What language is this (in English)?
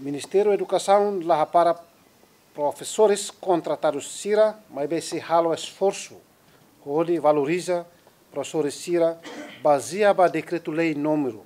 Tetum